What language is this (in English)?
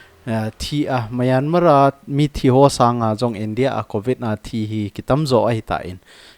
Thado Chin